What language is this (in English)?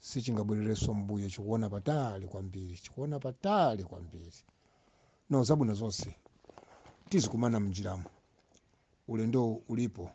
Nyanja